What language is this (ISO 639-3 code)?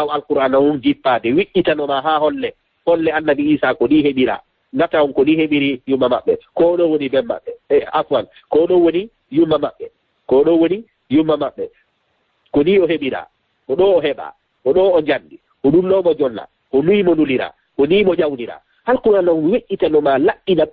ful